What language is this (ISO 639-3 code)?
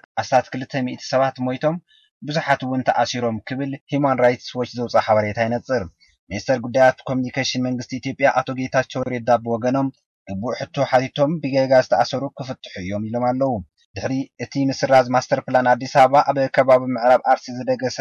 tir